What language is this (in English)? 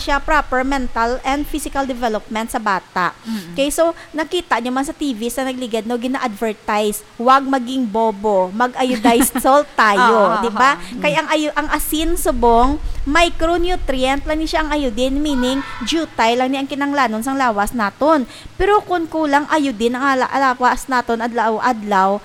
Hiligaynon